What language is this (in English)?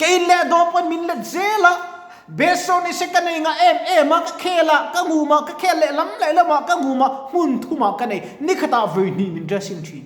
Mizo